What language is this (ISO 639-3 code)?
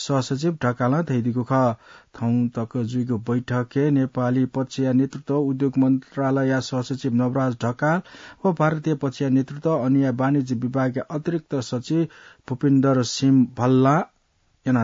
new